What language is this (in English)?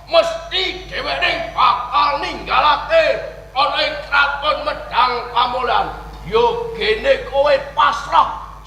Javanese